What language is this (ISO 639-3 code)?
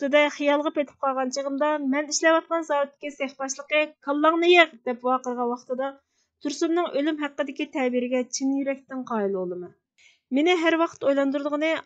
uig